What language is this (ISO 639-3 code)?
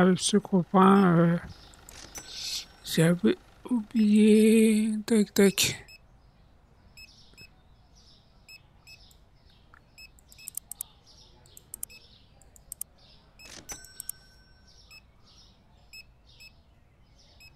fra